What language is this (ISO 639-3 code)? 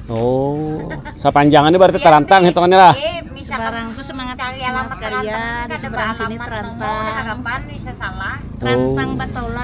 bjn